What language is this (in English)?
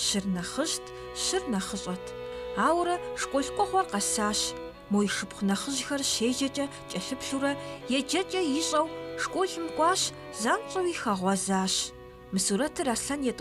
Kabardian